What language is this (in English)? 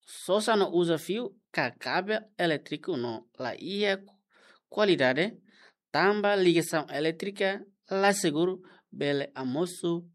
Tetum